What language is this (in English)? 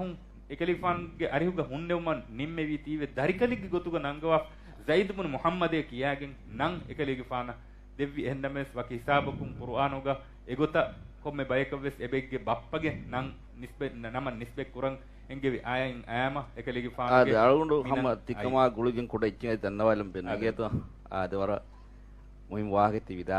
Divehi